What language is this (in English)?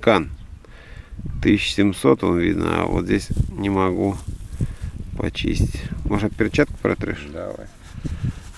Russian